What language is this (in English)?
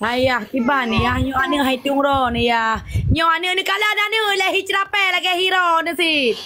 Achinese